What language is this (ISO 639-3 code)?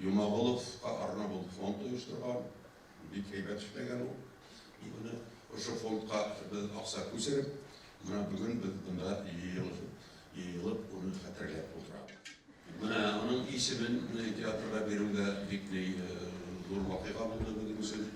bak